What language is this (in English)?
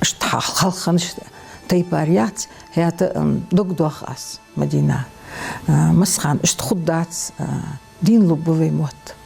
Ingush